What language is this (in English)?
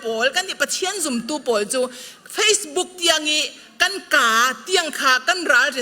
Falam Chin